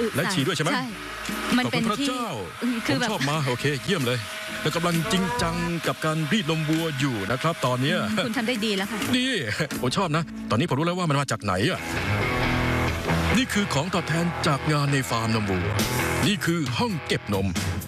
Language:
Thai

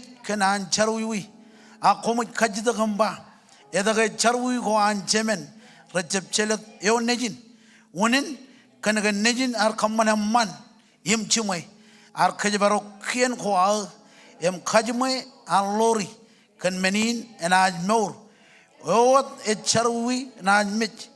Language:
Marshallese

